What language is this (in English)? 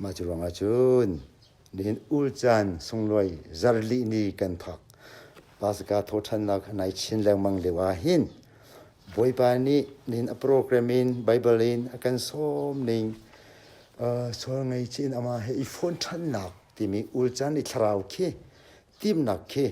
Hakha Chin